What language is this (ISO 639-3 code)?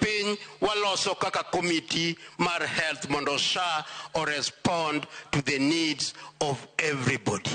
luo